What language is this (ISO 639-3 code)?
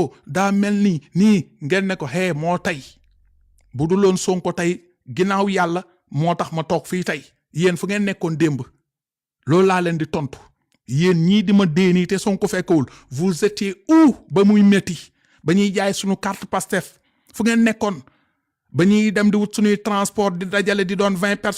wol